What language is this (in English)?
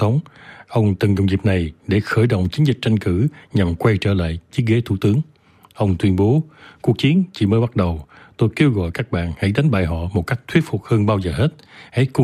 Vietnamese